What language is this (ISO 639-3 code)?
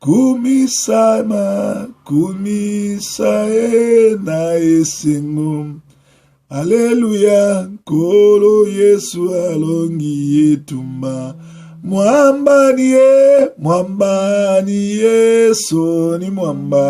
lin